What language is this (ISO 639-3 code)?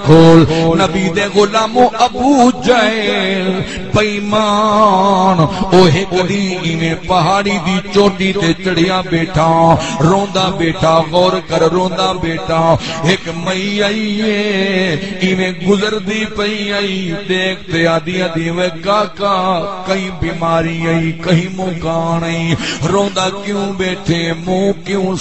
skr